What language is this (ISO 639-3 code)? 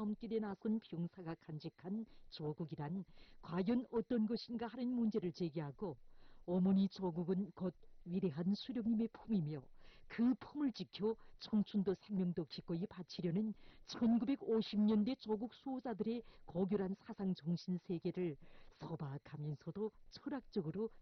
kor